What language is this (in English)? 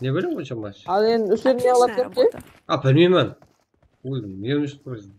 Kara-Kalpak